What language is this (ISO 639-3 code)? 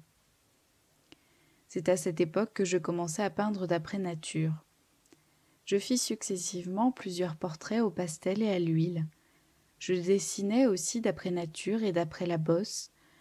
fra